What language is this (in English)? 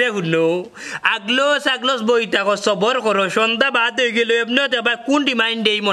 Sylheti